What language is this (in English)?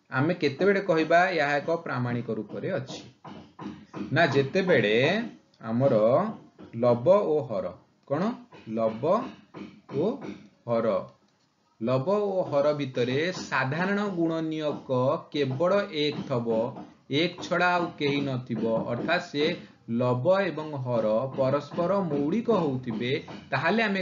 Odia